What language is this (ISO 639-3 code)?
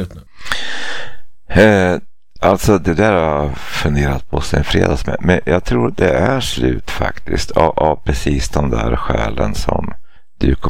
swe